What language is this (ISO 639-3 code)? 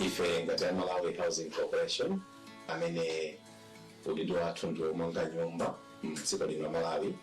nya